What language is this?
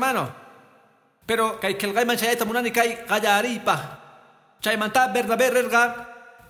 Quechua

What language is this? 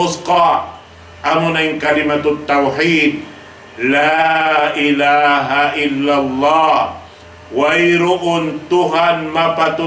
Tausug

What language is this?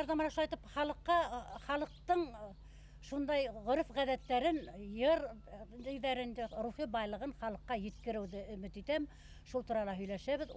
Bashkir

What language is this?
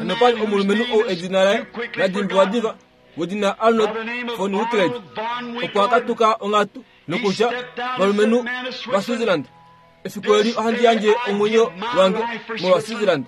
Kuanyama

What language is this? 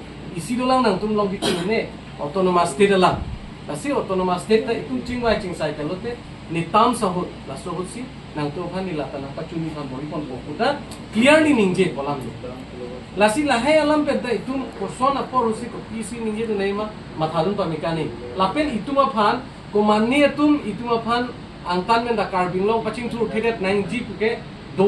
Karbi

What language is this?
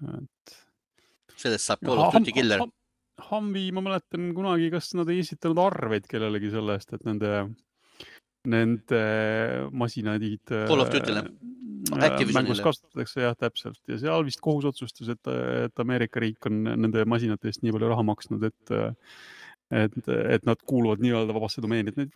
Estonian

